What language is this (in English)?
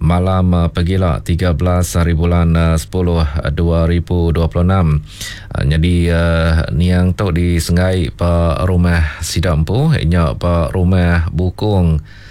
Iban